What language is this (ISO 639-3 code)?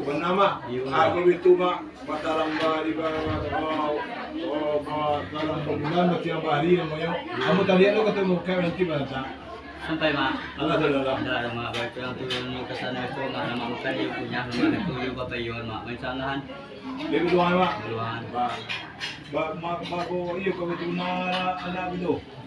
min